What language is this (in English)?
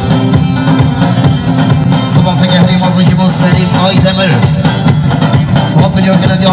Kurdish